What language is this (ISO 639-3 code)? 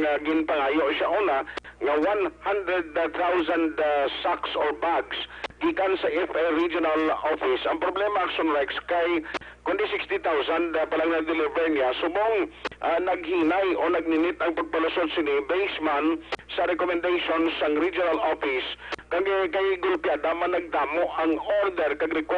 hil